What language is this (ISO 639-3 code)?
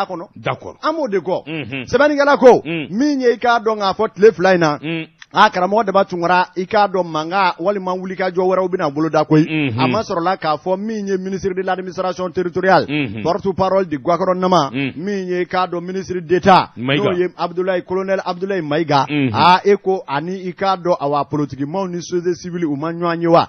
bam